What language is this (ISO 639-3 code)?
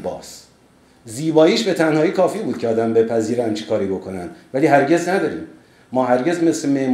fas